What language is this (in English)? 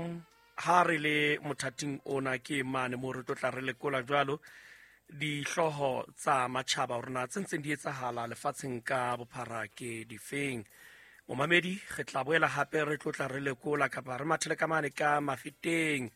Southern Sotho